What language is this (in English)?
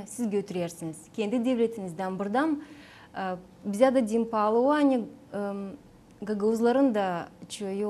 Gagauz